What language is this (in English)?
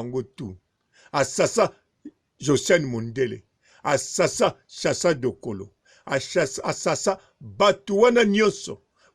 Lingala